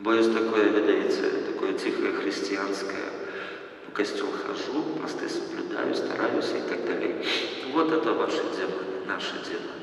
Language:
Belarusian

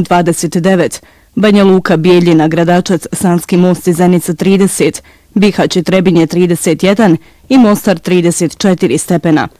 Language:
Bosnian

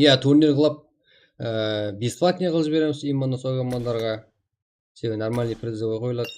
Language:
Kara-Kalpak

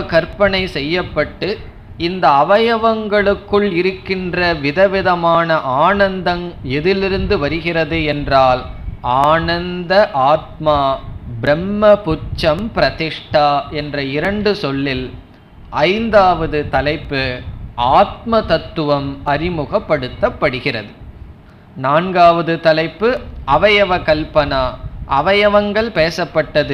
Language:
Tamil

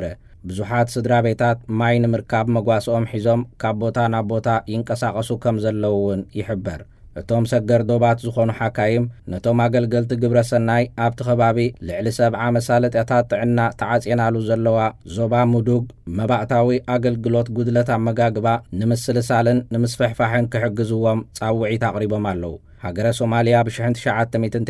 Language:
Tigrinya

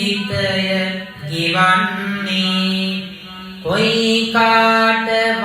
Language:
Sinhala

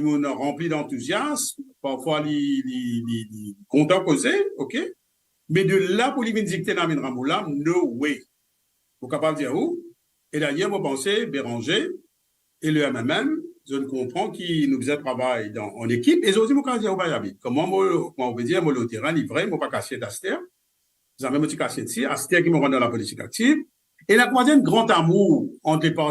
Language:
Morisyen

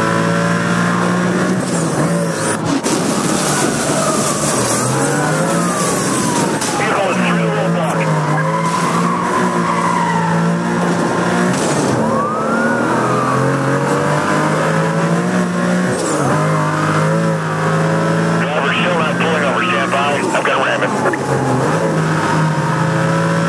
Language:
English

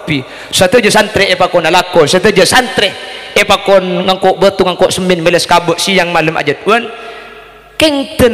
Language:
Madurese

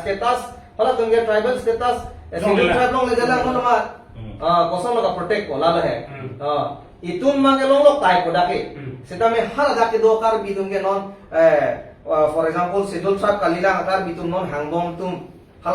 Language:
Karbi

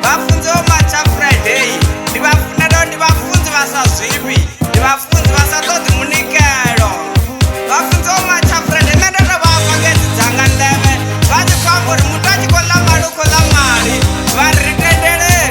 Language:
Venda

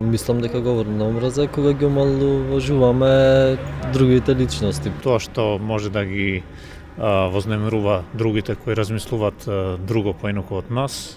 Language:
Macedonian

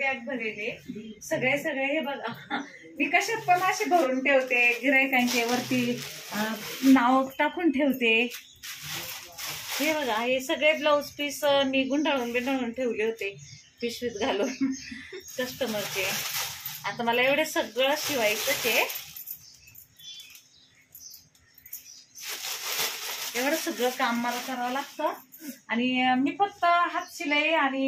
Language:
Marathi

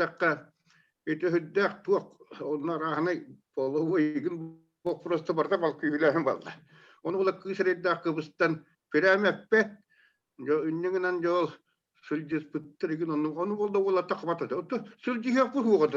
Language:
Yakut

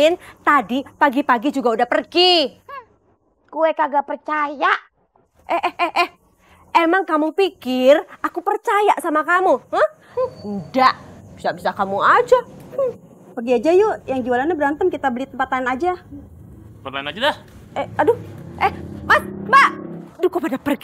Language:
Betawi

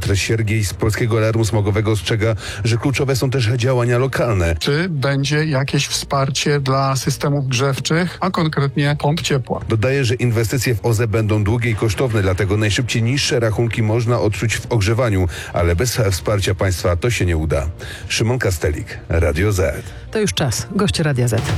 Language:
Polish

